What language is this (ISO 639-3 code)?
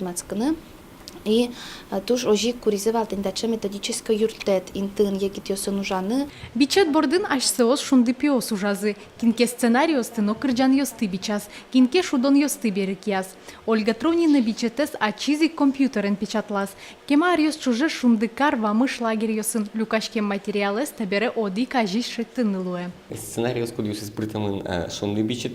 udm